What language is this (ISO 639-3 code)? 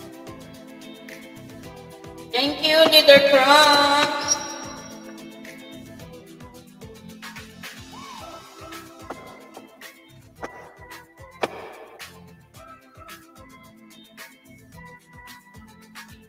fil